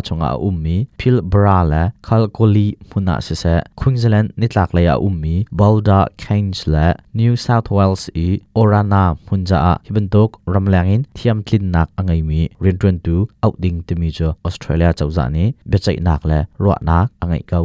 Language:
Hakha Chin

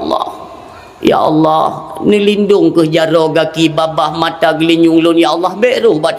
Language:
Achinese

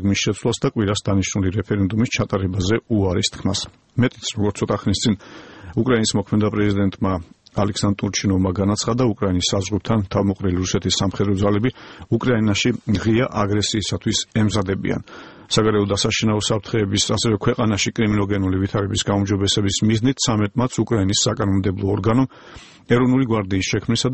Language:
Georgian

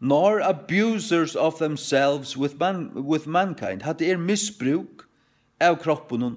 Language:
Faroese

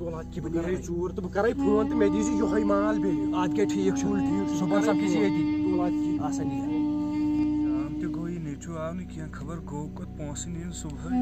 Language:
Kashmiri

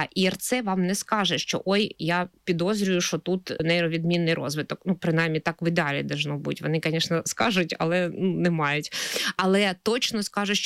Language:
Ukrainian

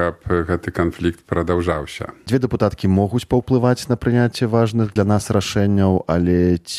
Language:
Belarusian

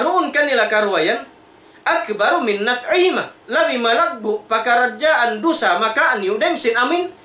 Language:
Tausug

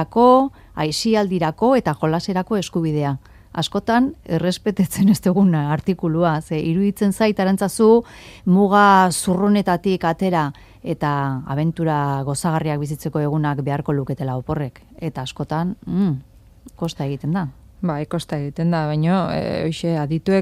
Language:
Basque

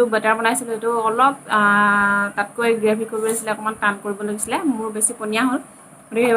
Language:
Assamese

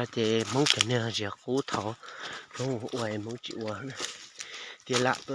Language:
Hmong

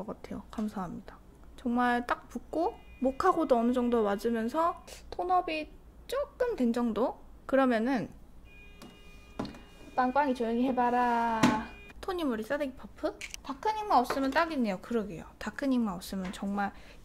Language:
Korean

